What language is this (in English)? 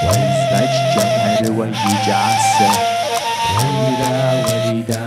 Kabardian